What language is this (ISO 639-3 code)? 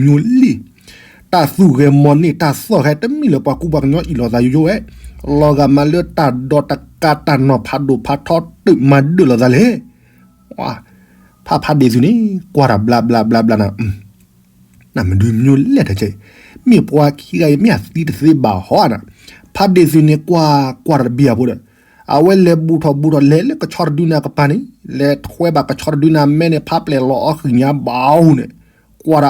ksw